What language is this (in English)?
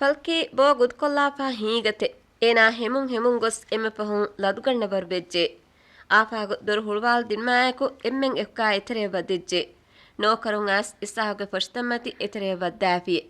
Divehi